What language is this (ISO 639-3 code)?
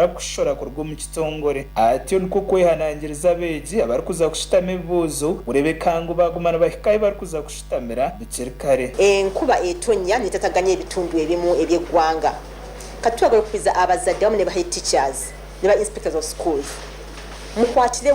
nyn